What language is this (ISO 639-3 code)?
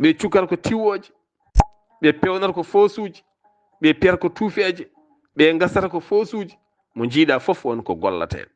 ful